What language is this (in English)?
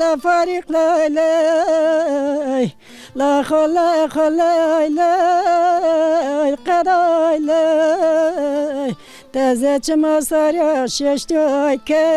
Zaza